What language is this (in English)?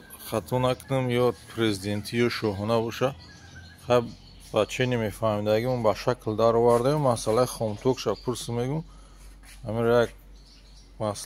Tajik